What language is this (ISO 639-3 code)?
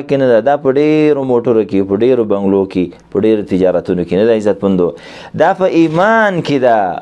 pus